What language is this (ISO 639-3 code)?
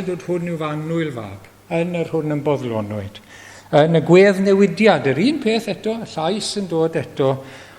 cym